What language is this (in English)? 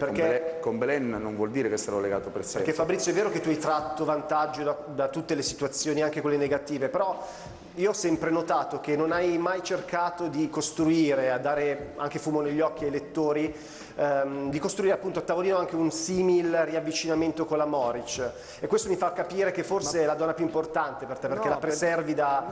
Italian